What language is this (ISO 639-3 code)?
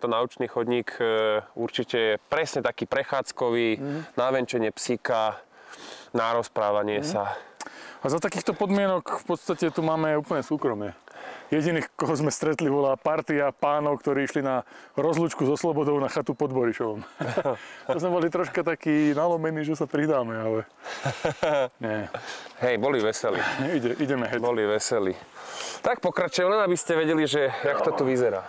slk